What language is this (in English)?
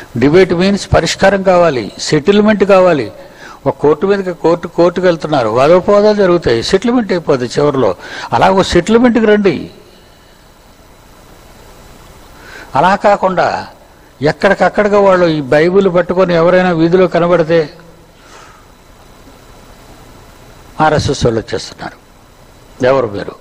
Telugu